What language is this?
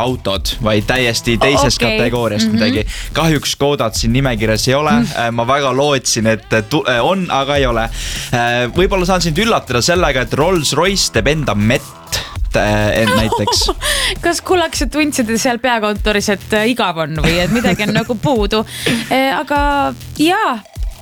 Estonian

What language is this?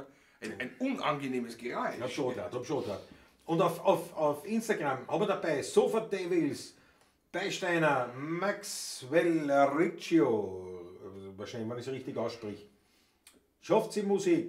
Bavarian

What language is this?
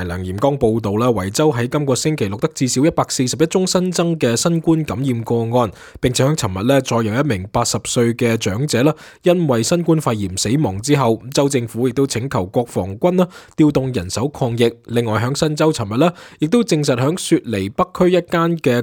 Cantonese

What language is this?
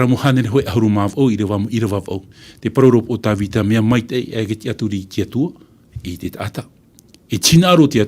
Tahitian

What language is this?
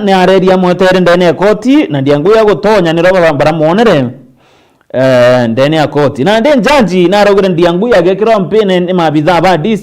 Meru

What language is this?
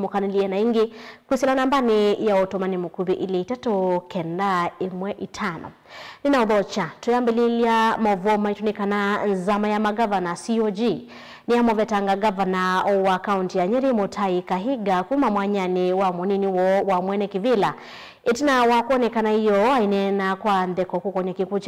Kamba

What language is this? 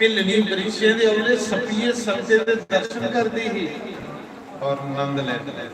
Dogri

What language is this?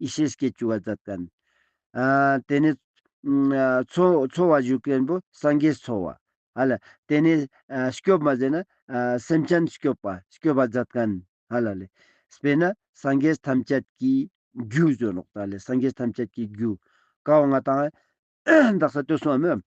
Ladakhi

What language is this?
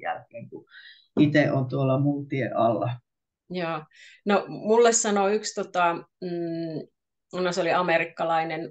Finnish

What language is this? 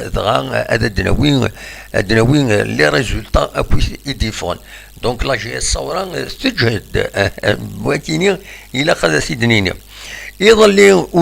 Kabyle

